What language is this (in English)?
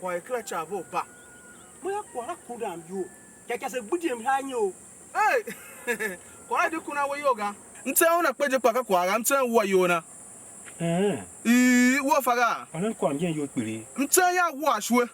Tiv